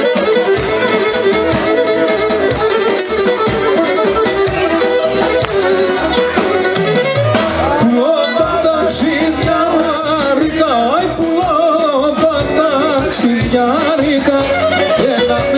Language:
Greek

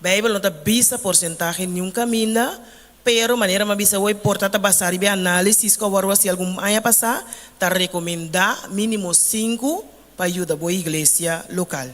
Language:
Papiamento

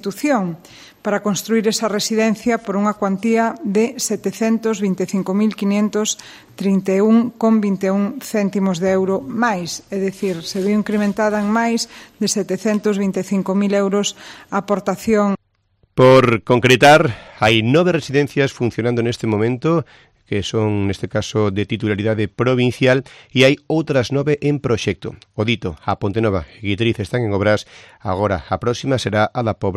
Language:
Galician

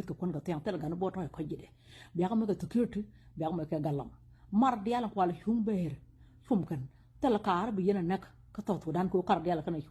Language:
Nuer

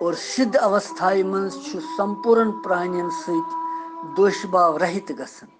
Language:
Kashmiri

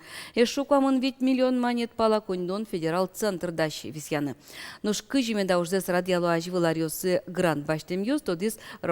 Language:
Udmurt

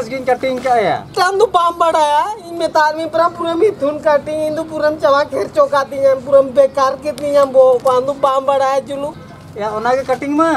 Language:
Santali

